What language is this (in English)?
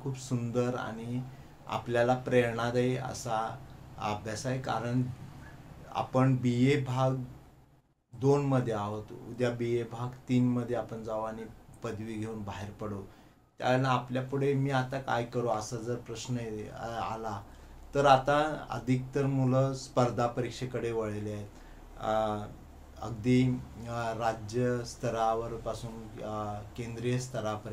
Marathi